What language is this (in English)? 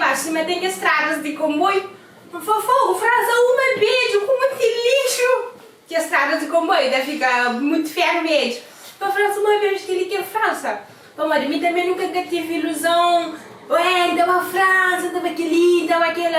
Kabuverdianu